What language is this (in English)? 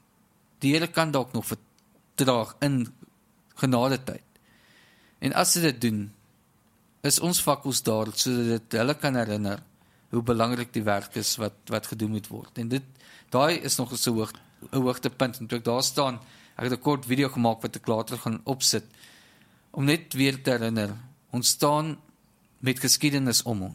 Afrikaans